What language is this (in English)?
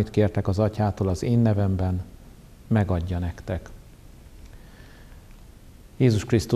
Hungarian